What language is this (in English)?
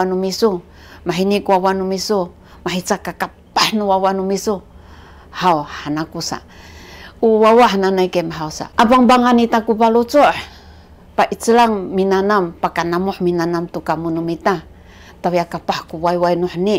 Sakizaya